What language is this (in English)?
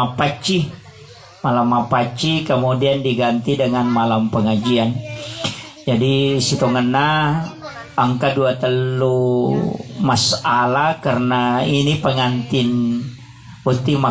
Buginese